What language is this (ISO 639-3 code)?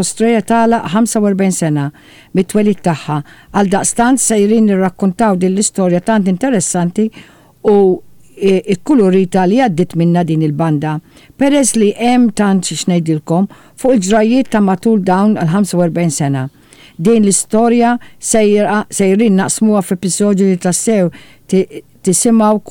mlt